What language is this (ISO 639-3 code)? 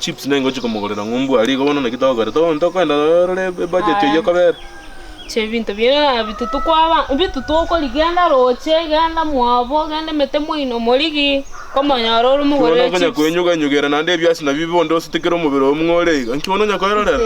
guz